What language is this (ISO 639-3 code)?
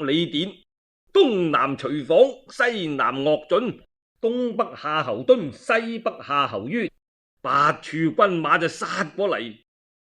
yue